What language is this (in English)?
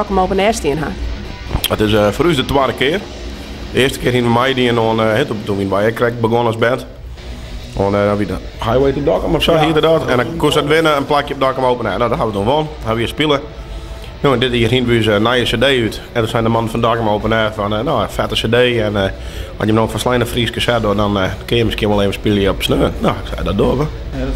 Western Frisian